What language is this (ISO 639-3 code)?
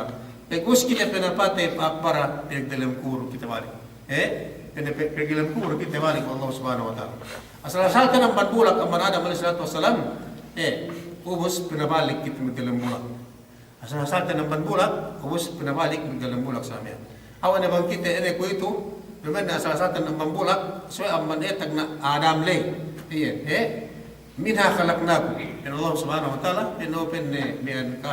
yka